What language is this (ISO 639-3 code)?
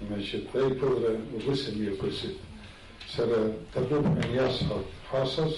abk